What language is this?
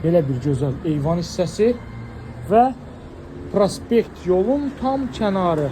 Azerbaijani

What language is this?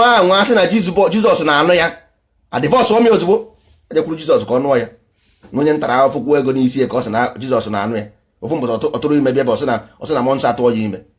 Igbo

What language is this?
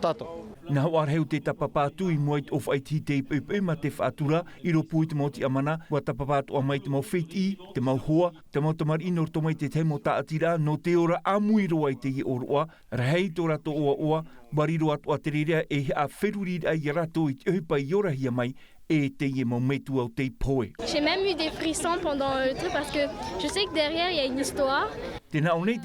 Tahitian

